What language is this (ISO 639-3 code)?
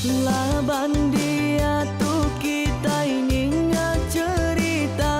iba